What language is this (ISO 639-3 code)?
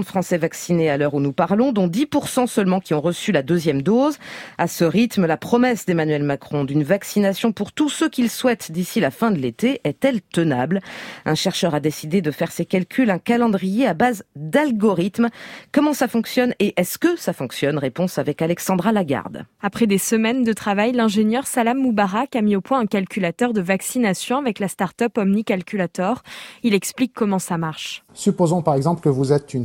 fra